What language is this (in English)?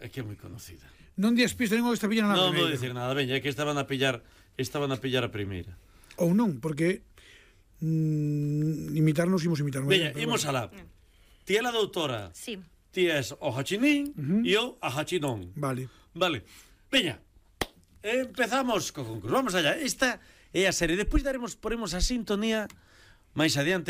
Galician